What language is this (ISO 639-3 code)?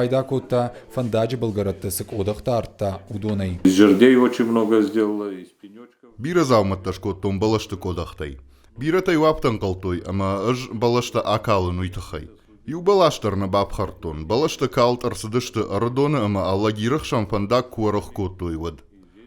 oss